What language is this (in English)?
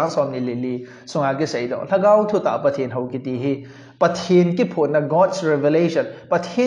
Thado Chin